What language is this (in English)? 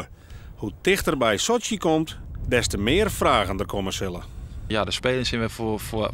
Western Frisian